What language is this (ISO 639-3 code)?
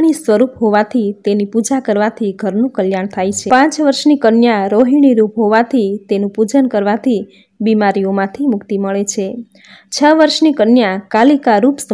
guj